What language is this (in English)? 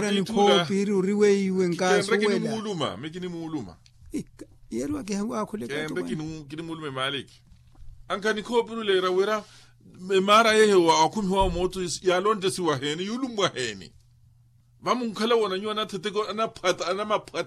Makhuwa